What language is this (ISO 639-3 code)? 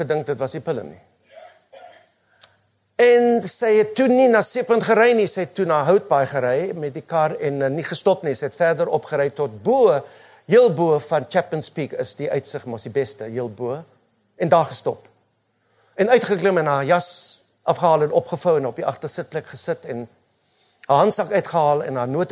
afr